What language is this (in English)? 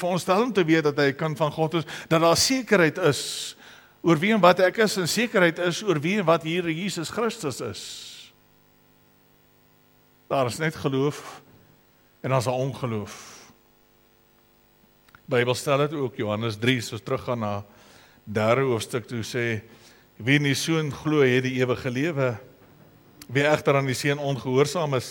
Afrikaans